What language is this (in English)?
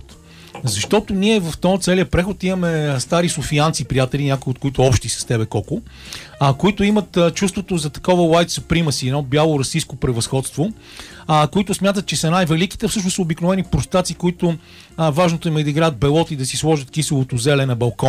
Bulgarian